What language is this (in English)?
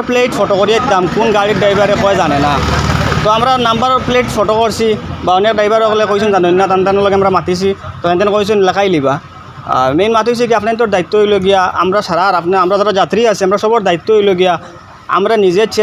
Sylheti